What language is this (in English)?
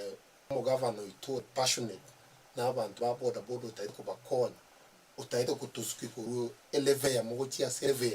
Gusii